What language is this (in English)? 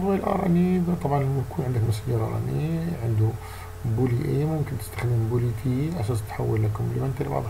Arabic